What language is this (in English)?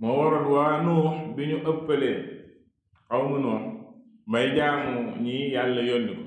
Wolof